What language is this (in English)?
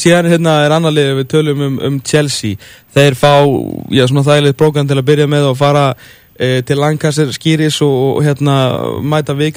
Icelandic